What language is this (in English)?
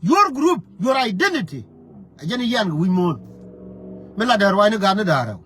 Nuer